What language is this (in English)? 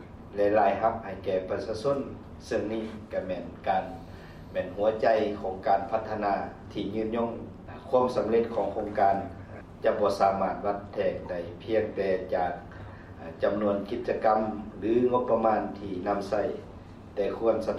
Lao